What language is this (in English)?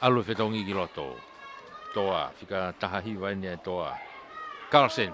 Tongan